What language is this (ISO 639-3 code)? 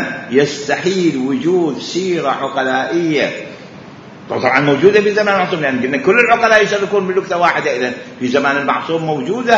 acm